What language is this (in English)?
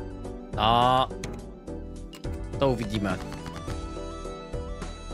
Czech